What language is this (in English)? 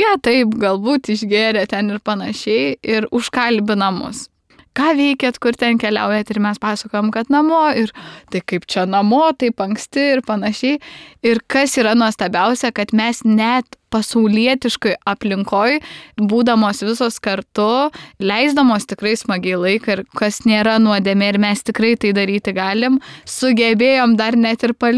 Lithuanian